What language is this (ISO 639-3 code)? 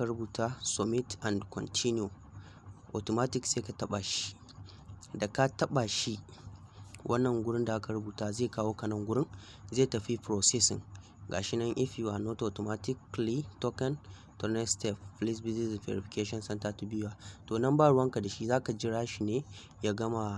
hau